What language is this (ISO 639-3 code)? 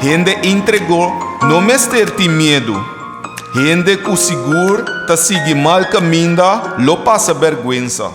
pap